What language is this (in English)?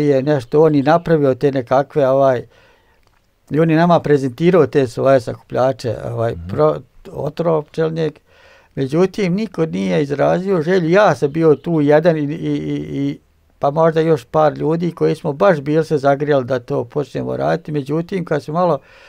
Bosnian